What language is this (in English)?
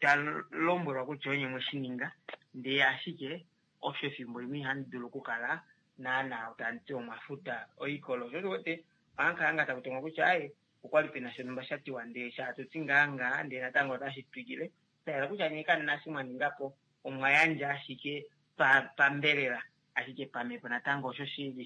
Kuanyama